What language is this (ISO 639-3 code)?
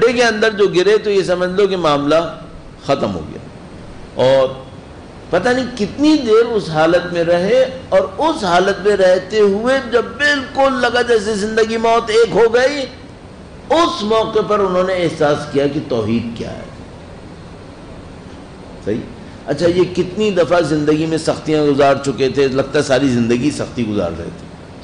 urd